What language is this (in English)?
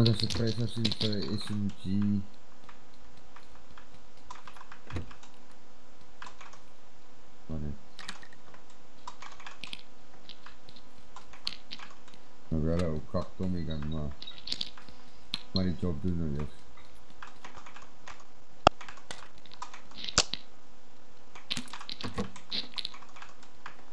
Afrikaans